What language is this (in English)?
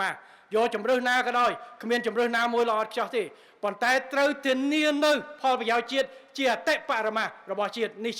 Khmer